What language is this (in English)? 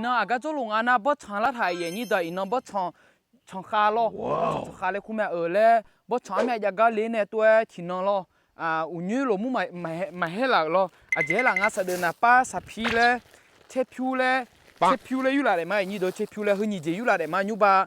Akha